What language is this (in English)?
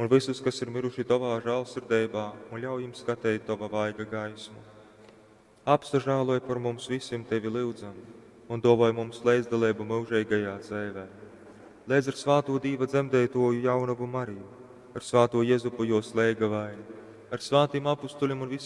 Latgalian